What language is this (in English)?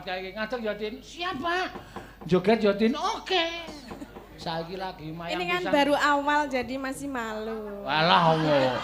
Javanese